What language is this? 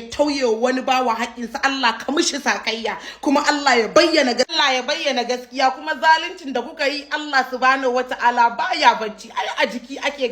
Hausa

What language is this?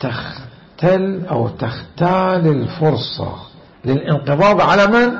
Mesopotamian Arabic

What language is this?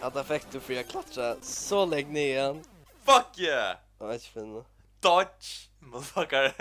Faroese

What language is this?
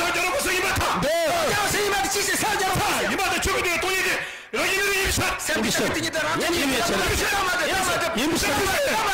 Tibetan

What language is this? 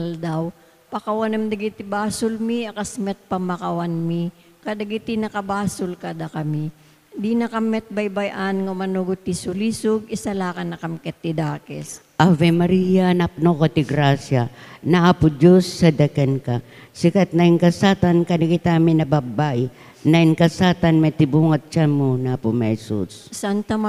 Iloko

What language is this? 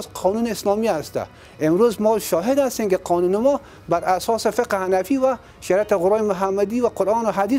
Pashto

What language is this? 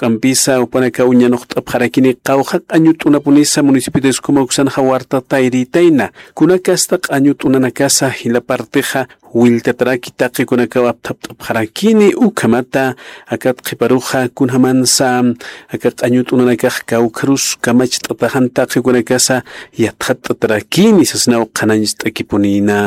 Aymara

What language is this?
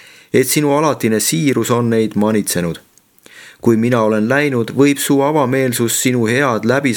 Estonian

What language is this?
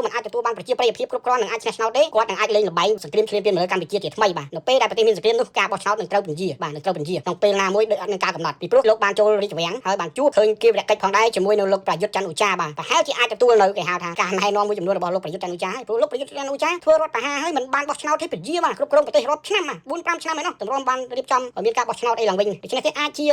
Khmer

